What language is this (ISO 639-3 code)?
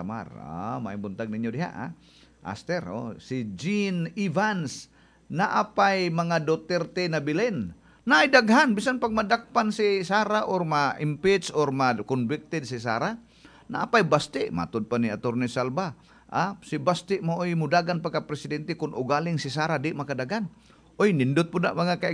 ceb